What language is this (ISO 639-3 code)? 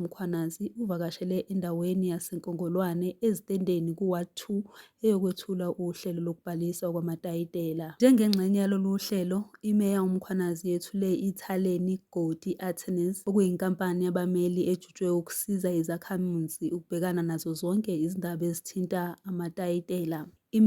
zul